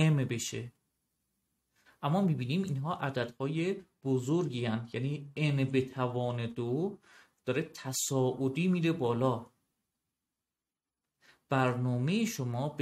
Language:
Persian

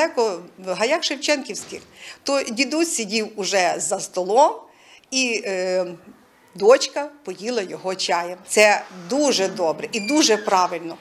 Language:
Ukrainian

